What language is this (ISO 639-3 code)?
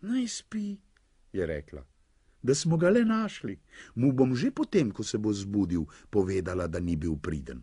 slv